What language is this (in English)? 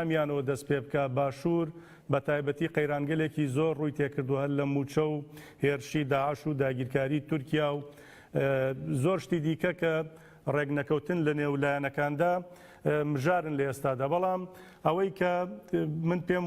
Central Kurdish